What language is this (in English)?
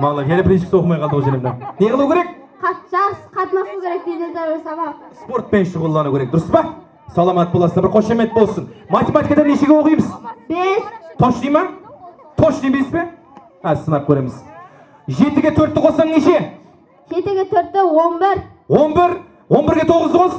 Kara-Kalpak